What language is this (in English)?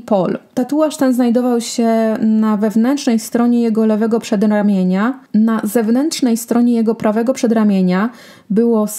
Polish